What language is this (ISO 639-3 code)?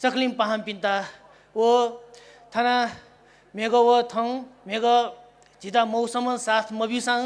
new